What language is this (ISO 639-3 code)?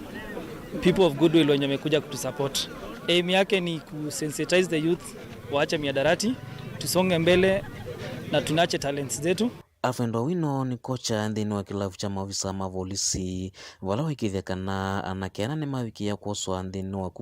kam